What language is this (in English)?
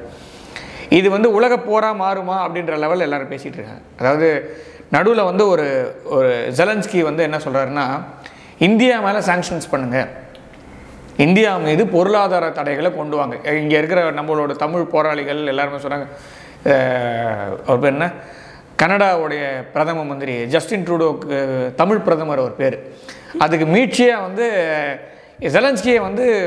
Tamil